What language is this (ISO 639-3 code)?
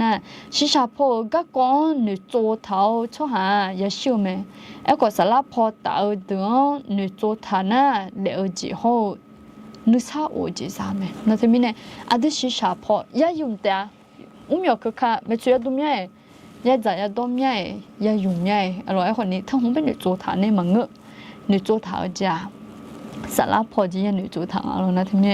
ahk